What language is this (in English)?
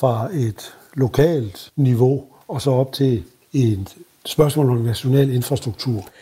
Danish